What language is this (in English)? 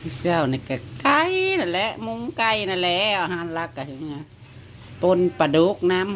Northeastern Thai